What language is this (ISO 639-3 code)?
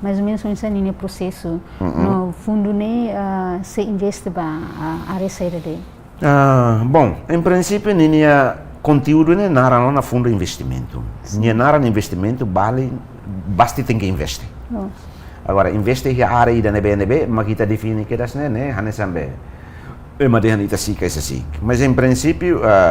tet